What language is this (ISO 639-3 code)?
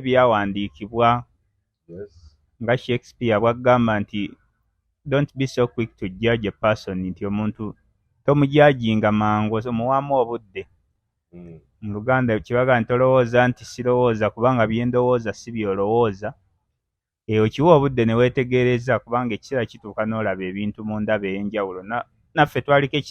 lug